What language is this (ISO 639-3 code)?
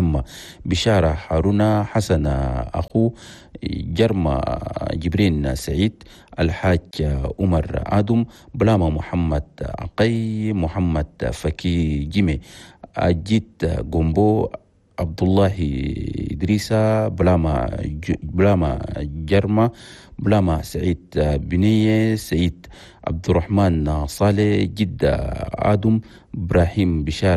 shu